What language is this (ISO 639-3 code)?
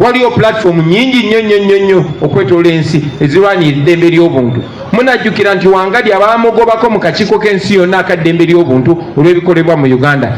lug